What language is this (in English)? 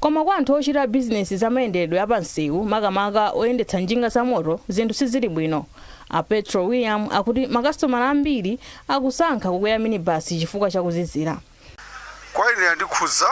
Nyanja